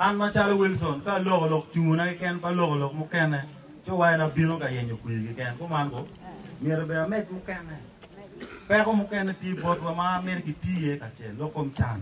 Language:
Acoli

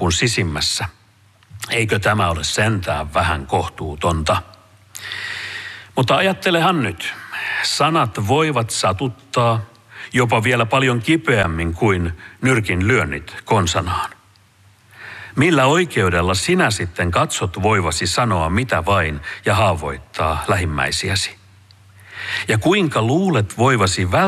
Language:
Finnish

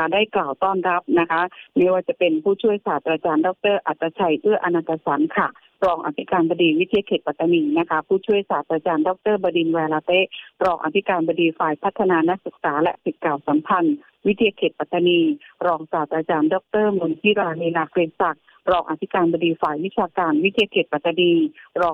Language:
Thai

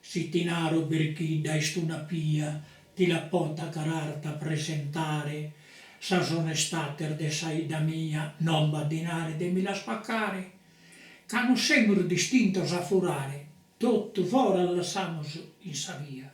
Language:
Sardinian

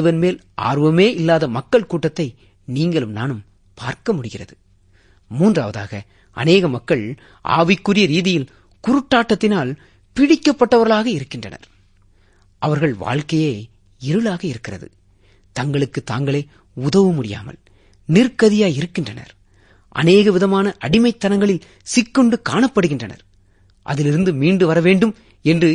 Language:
Tamil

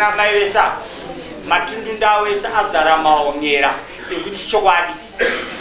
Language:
Shona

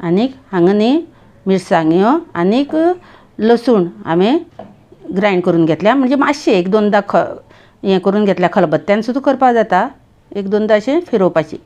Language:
Konkani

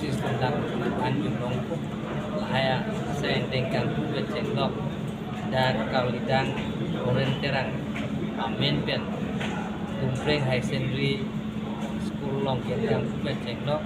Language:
Karbi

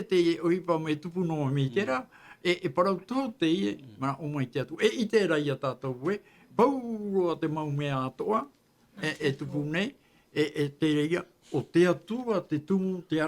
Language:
Tahitian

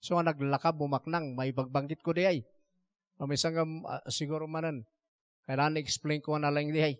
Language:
Iloko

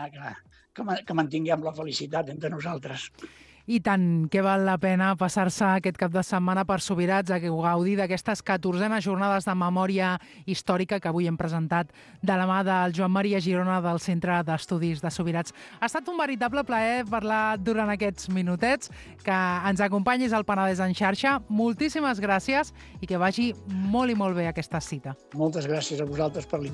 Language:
Catalan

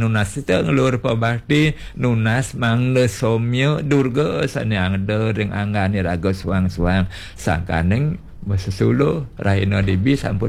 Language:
Balinese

